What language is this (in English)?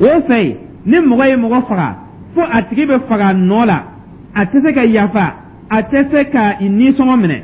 Dyula